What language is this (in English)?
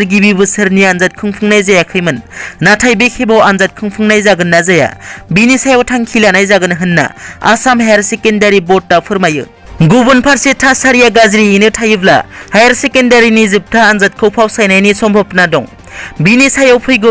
Bodo